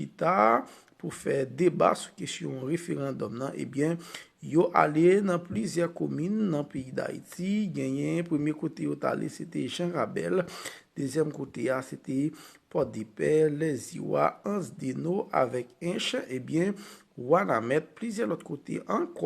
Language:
Haitian Creole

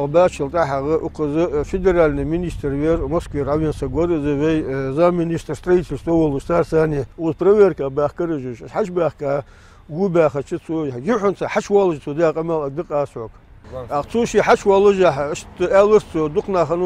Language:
Ingush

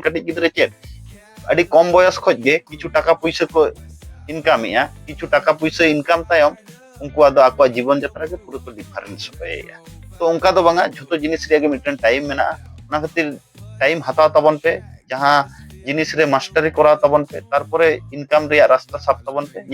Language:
Santali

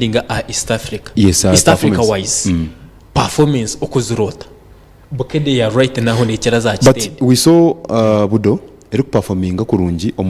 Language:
Nyankole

